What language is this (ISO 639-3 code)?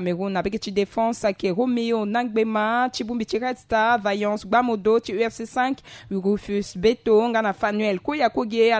sag